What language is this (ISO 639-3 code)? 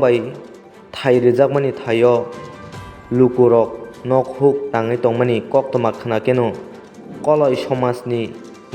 trp